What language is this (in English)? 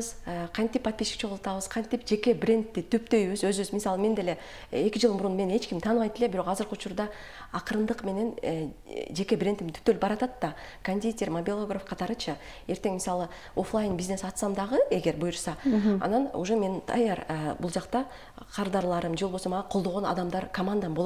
Kyrgyz